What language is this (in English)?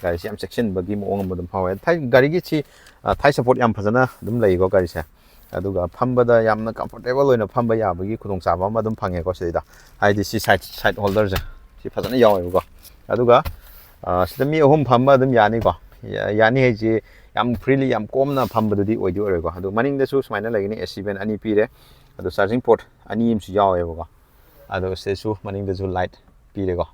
Manipuri